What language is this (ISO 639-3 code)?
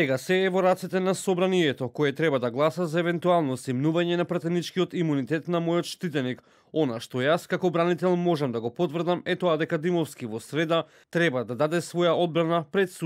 mkd